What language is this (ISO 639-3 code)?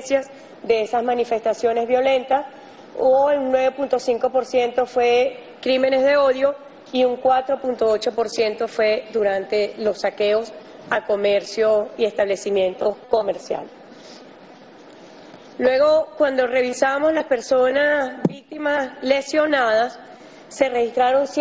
spa